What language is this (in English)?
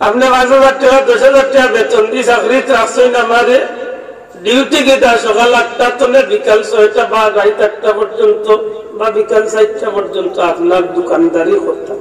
Sylheti